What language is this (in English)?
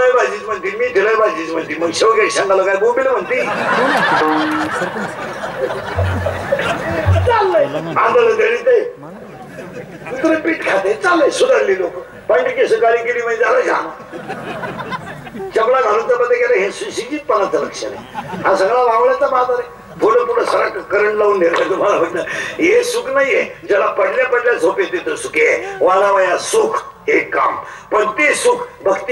Marathi